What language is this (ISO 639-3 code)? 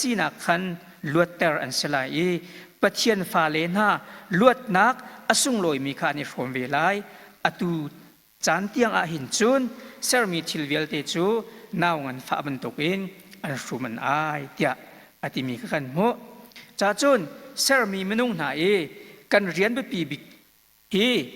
cnh